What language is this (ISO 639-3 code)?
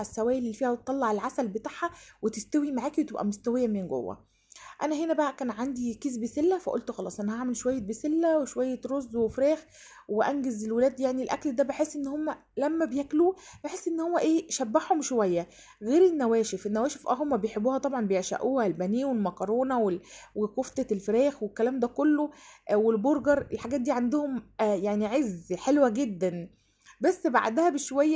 arz